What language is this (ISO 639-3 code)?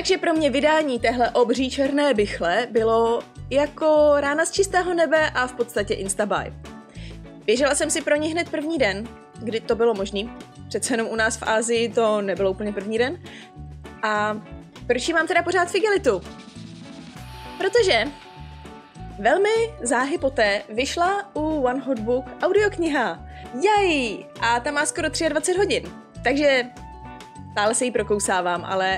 ces